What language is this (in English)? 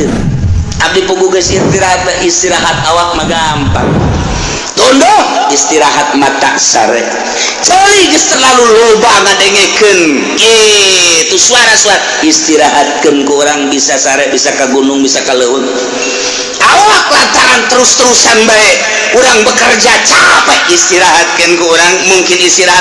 Sundanese